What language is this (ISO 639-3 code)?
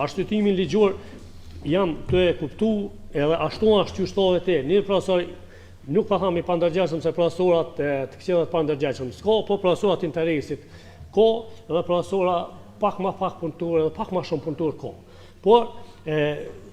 sqi